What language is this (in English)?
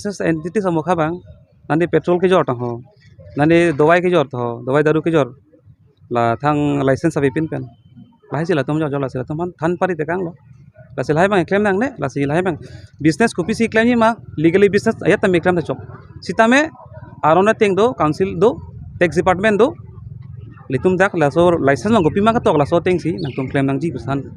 Karbi